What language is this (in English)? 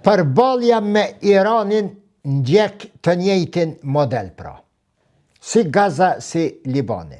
Albanian